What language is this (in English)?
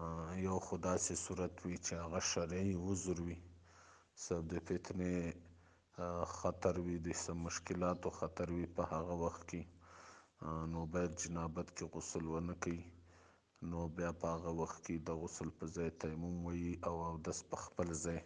Pashto